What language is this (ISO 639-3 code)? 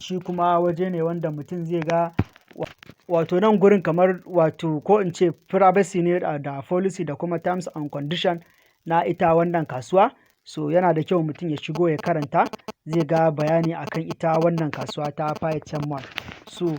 hau